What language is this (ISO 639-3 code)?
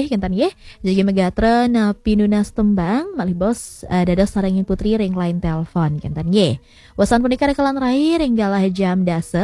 ban